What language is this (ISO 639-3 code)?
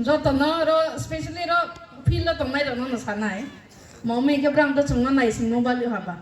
ria